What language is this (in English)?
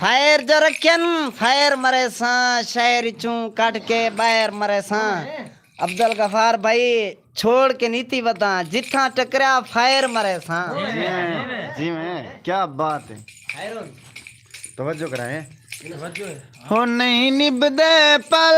Saraiki